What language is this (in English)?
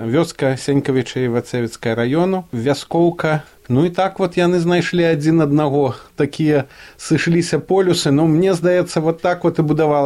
Belarusian